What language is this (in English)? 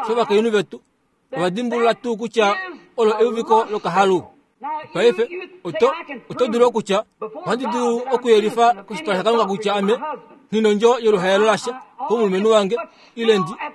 Kuanyama